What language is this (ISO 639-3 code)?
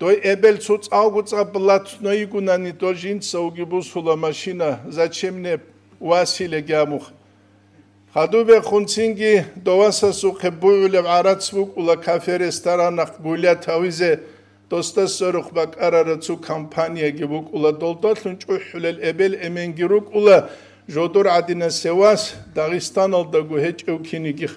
ava